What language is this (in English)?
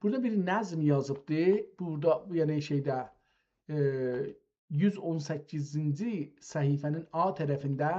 South Azerbaijani